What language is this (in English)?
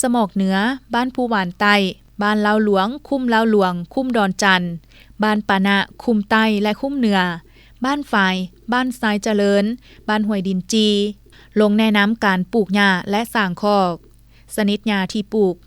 Lao